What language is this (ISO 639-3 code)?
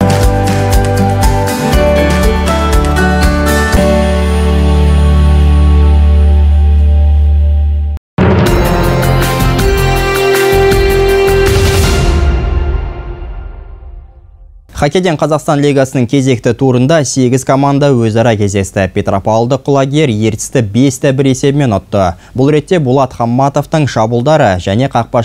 kaz